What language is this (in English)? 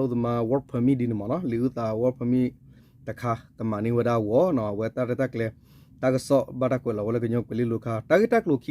S'gaw Karen